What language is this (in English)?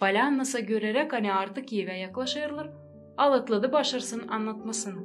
Gagauz